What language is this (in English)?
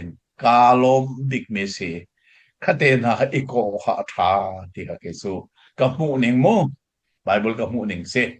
Hakha Chin